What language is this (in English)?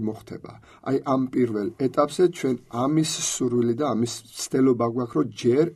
Georgian